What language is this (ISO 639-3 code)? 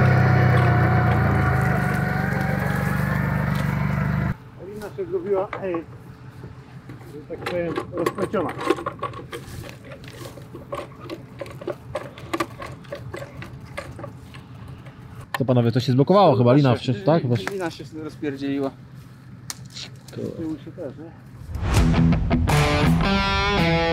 pol